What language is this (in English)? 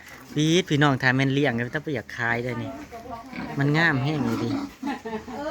Northeastern Thai